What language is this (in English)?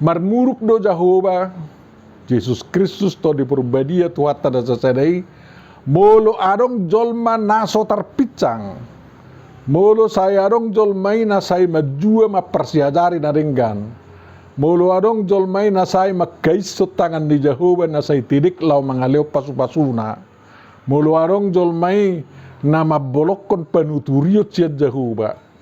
Batak Toba